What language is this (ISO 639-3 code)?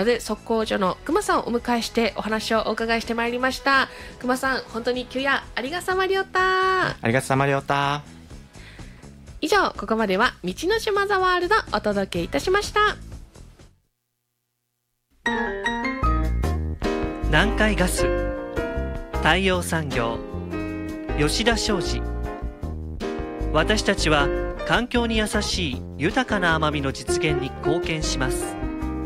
jpn